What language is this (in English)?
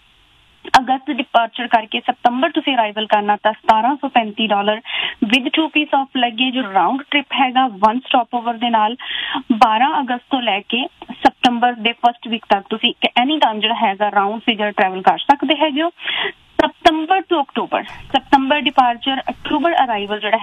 Punjabi